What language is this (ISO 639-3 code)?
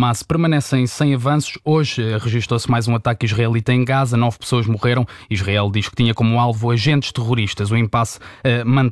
por